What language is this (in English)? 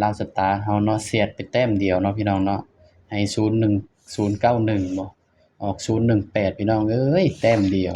Northeastern Thai